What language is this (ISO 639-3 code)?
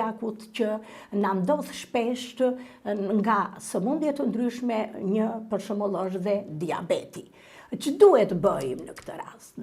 sqi